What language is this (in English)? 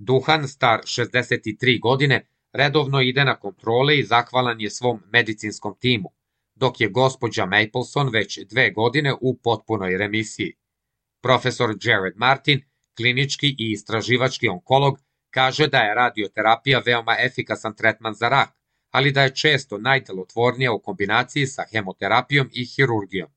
Serbian